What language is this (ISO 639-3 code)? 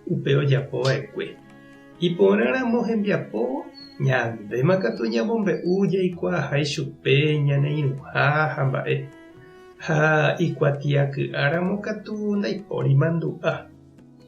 grn